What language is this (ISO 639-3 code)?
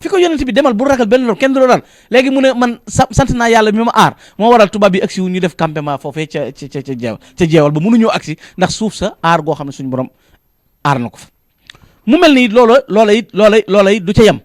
wol